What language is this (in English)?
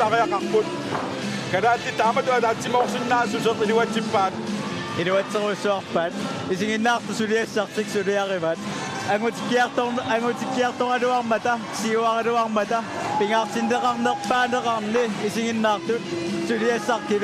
Kalaallisut